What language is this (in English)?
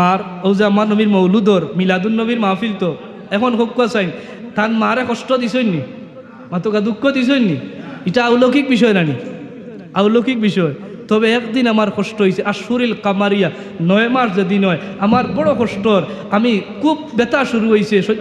Sylheti